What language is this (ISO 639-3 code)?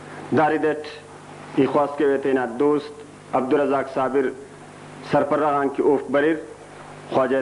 brh